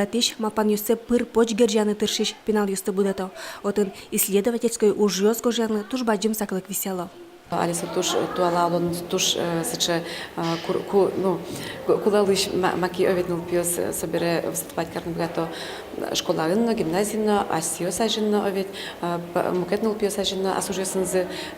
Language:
Udmurt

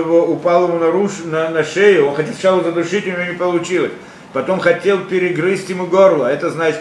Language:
Russian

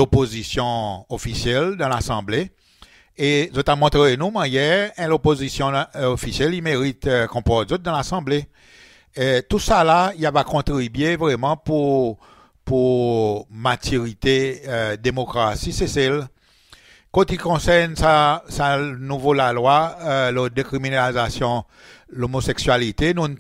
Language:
Seselwa Creole French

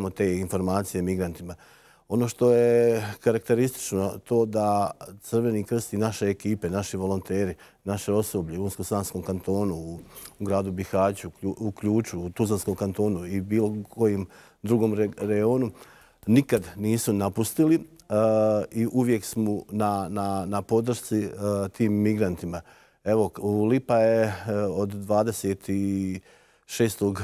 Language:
Bosnian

